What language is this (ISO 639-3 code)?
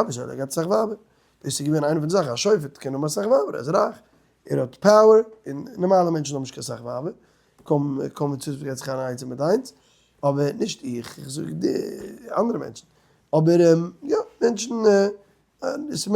yid